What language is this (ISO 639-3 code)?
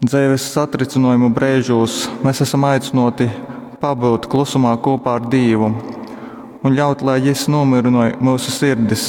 ltg